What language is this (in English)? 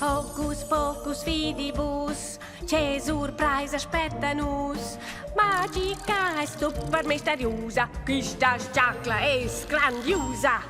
Romansh